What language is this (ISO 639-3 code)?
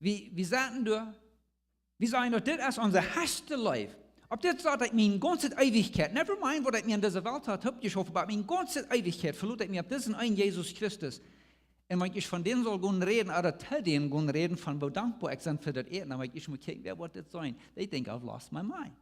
pdt